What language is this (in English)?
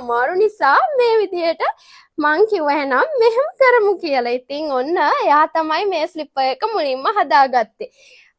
Sinhala